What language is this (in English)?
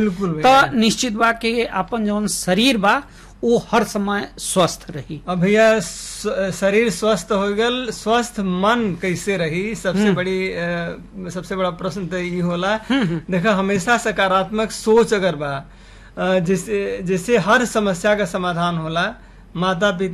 Bhojpuri